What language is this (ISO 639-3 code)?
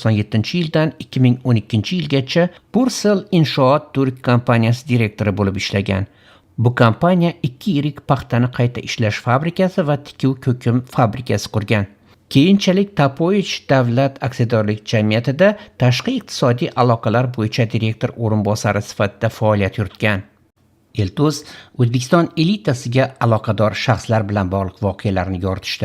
uzb